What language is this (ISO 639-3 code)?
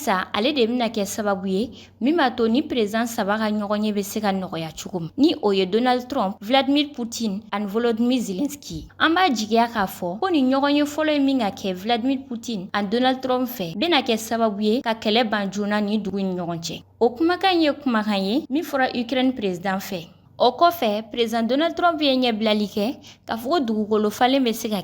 bam